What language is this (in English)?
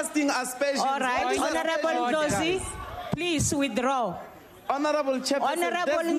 English